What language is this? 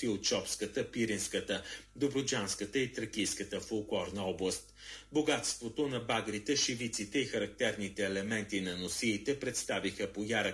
Bulgarian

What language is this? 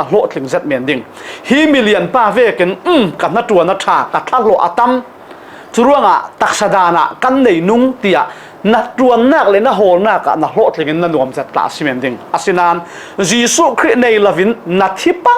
Falam Chin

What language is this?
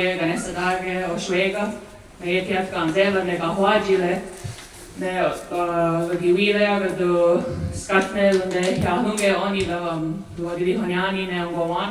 Mohawk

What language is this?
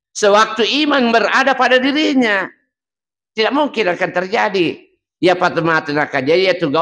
Buginese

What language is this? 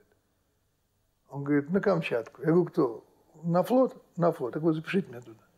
Russian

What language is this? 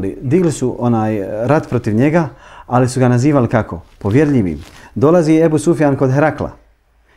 Bosnian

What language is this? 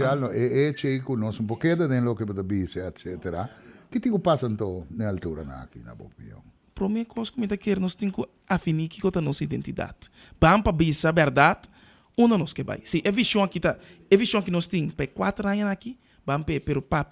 Papiamento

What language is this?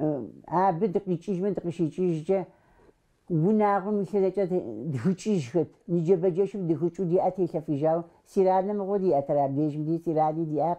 Kabardian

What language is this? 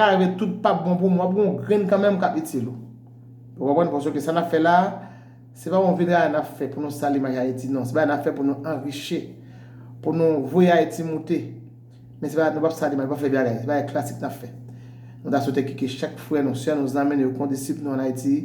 Haitian Creole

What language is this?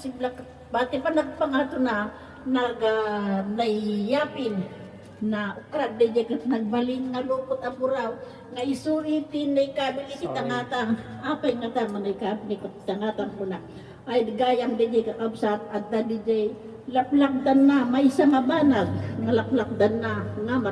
Iloko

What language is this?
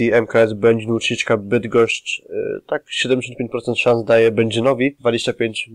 Polish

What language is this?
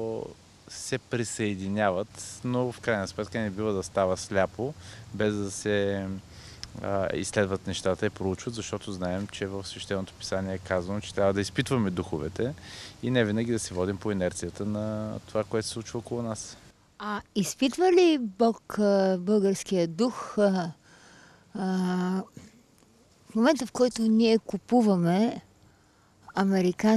Bulgarian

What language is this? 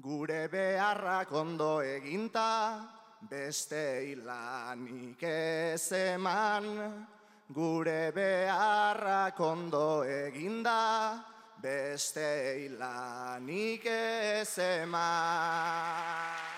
Basque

